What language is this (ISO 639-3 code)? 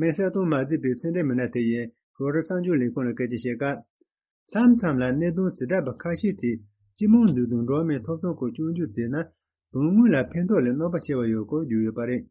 bod